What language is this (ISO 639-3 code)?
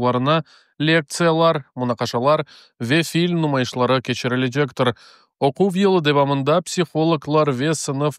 crh